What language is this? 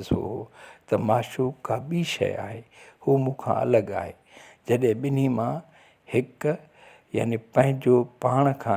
Sindhi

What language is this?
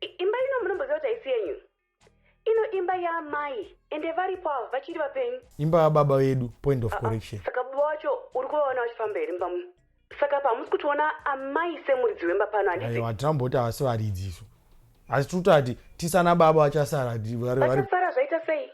Shona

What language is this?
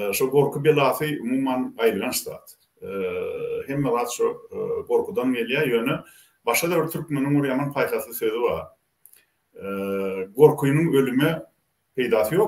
Turkmen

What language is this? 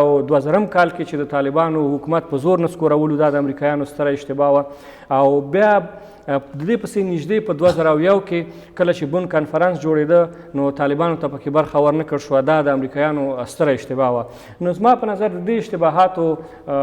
Pashto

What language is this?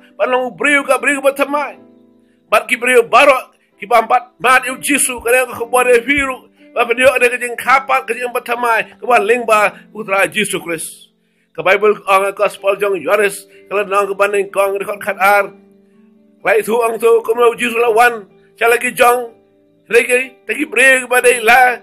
Khasi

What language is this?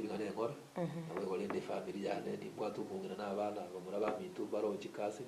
Gusii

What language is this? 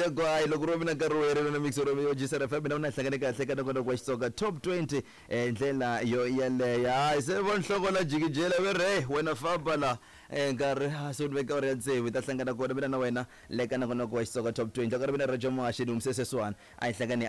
Tsonga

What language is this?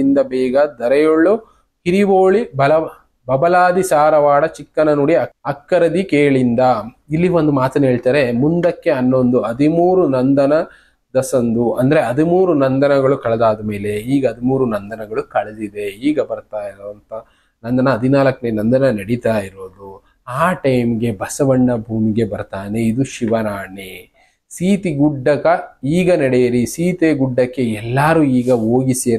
Kannada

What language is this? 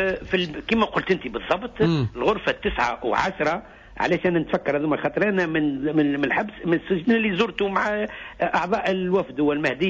Tunisian Arabic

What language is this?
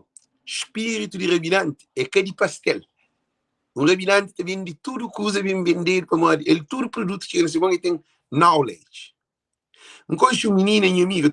Kabuverdianu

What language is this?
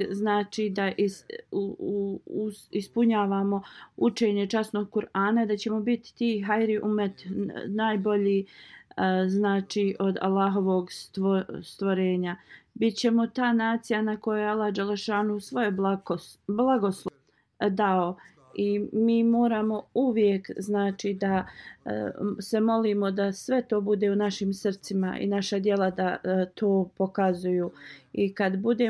Bosnian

